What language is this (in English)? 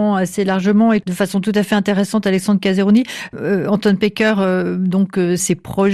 French